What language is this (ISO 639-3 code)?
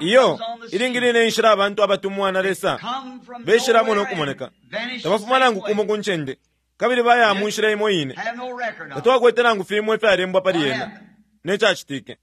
bem